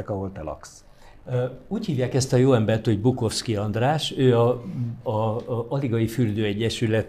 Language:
Hungarian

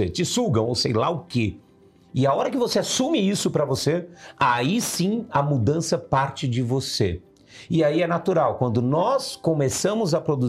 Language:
Portuguese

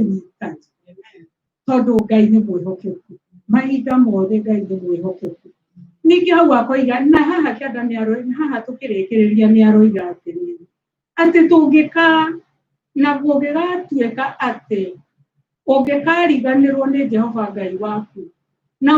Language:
Kikuyu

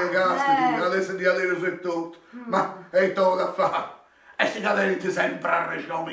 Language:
Sardinian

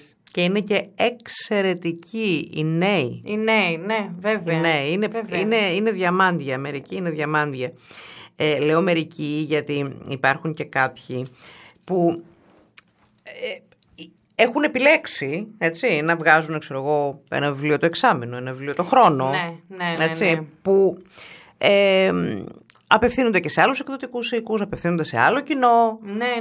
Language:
Greek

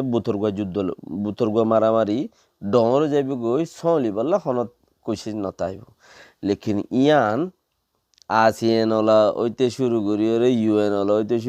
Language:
Rohingya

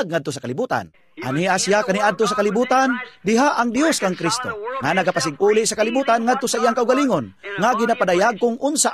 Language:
Cebuano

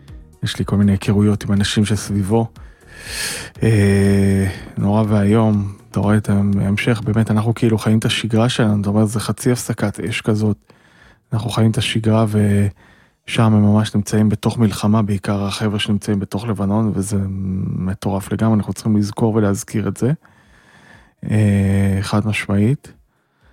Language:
Hebrew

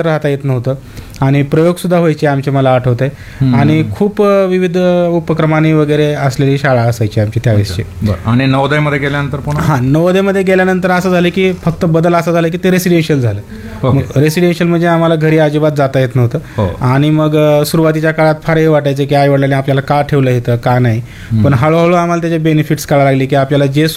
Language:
Marathi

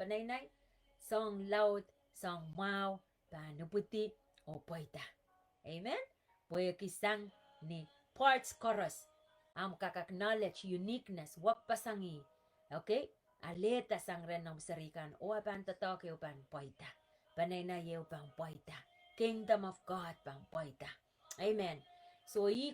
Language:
Pohnpeian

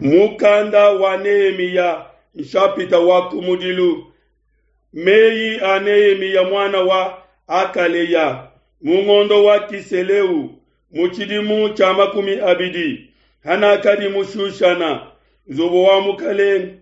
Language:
Luba-Lulua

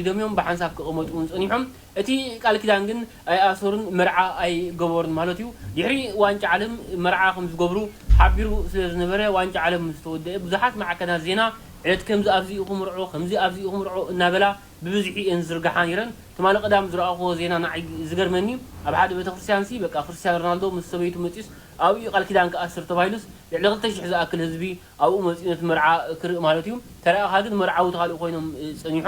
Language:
Tigrinya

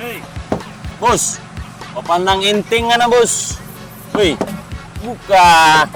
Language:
Manado Malay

